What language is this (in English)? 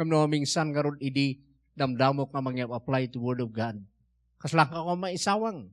Iloko